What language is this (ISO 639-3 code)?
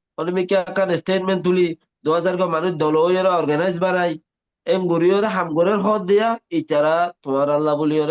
rhg